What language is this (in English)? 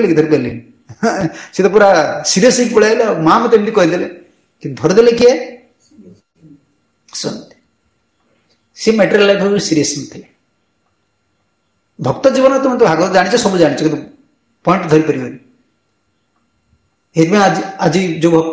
Odia